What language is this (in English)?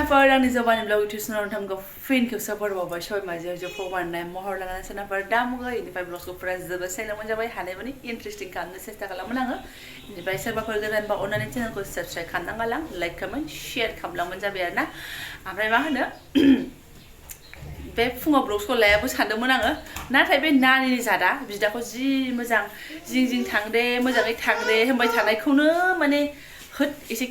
Bodo